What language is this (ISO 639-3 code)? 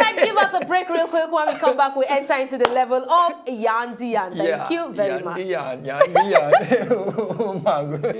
pcm